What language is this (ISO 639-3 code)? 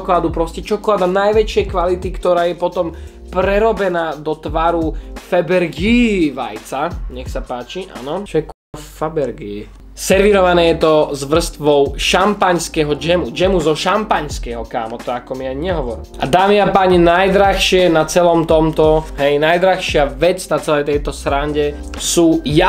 slk